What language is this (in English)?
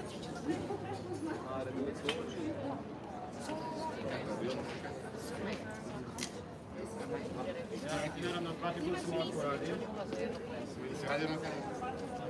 Croatian